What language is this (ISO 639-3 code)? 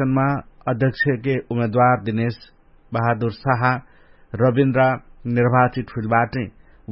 thl